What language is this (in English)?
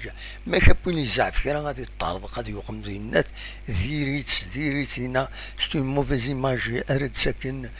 Kabyle